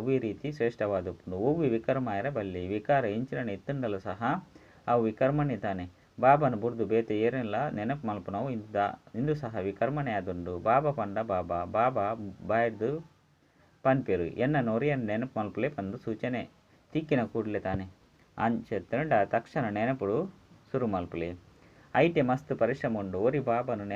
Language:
Tulu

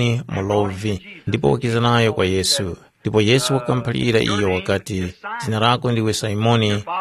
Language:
Tumbuka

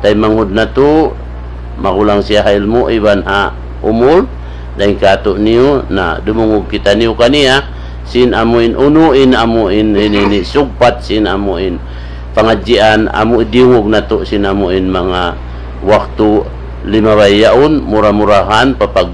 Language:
Tausug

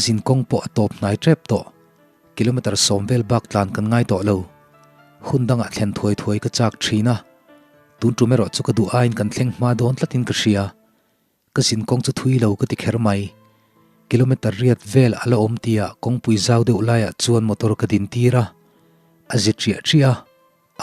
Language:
Mizo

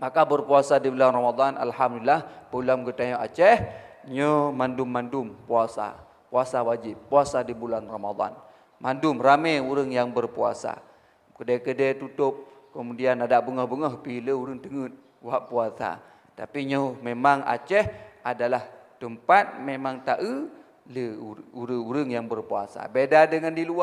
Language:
Achinese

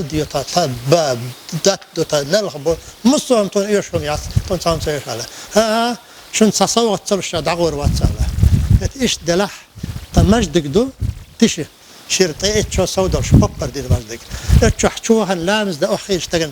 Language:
Chechen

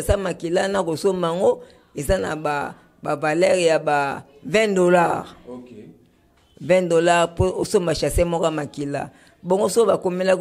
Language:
Lingala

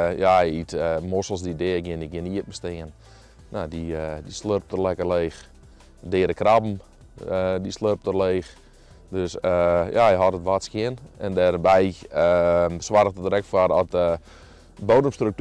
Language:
Western Frisian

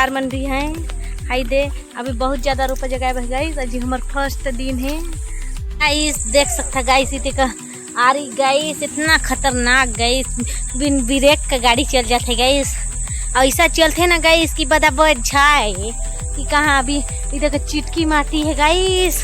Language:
Chhattisgarhi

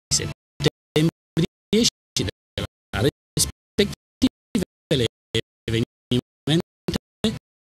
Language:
Romanian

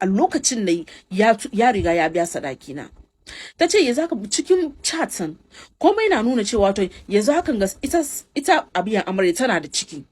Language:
Hausa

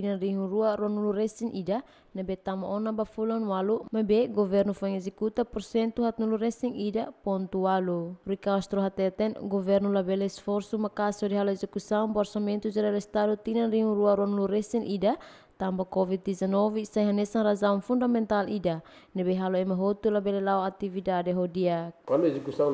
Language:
Tetum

